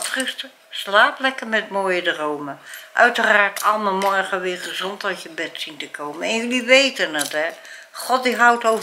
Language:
Dutch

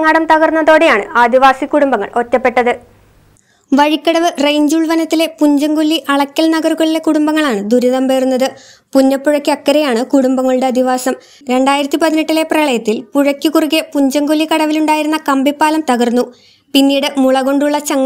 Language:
Malayalam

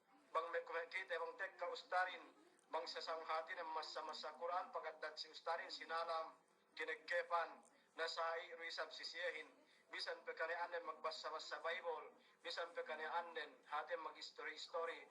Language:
Yakan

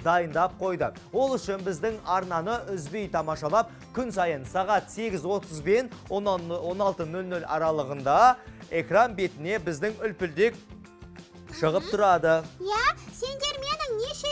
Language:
Kazakh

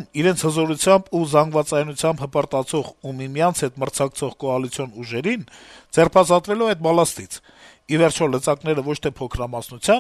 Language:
Armenian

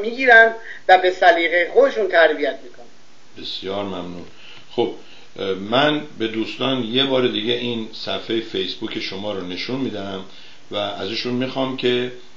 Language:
Persian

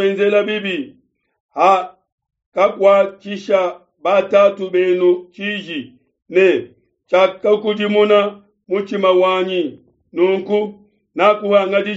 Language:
Luba-Lulua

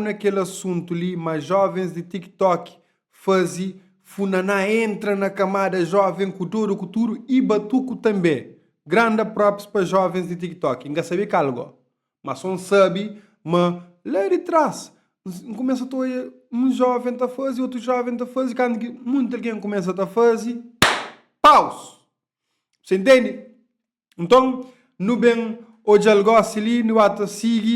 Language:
Kabuverdianu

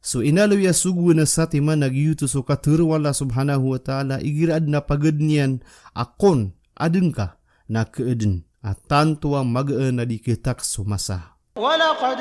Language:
Maranao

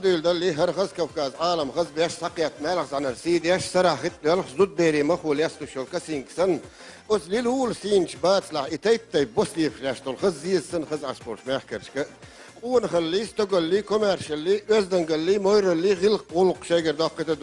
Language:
Chechen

